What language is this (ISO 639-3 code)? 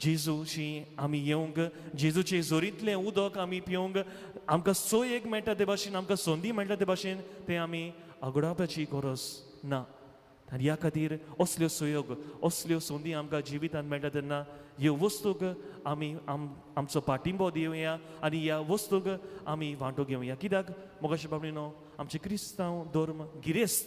kok